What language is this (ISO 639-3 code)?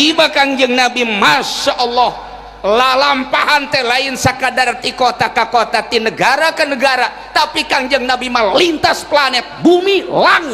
sun